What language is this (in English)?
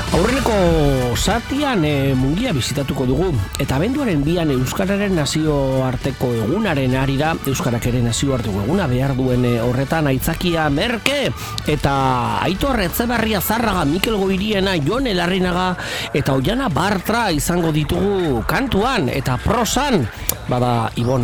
Basque